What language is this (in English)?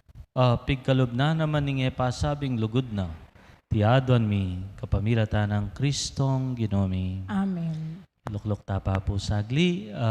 Pampanga